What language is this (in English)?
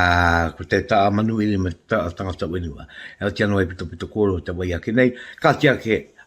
Māori